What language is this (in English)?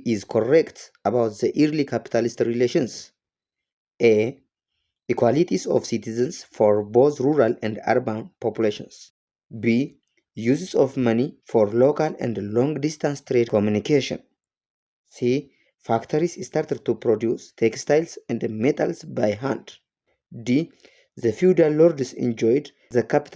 English